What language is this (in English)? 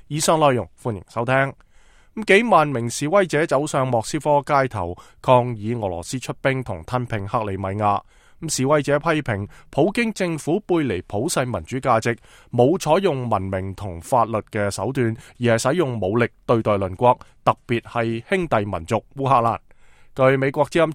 Cantonese